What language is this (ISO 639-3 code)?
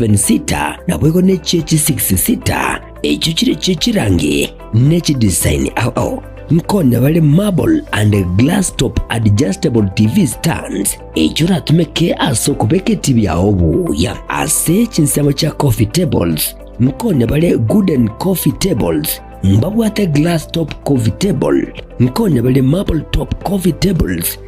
guz